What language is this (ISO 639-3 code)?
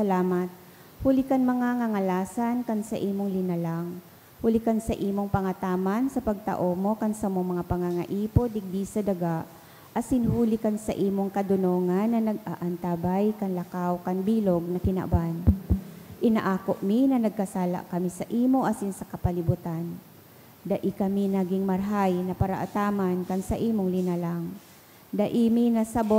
bik